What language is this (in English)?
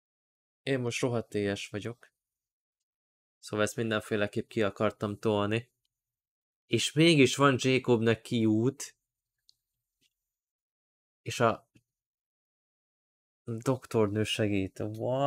Hungarian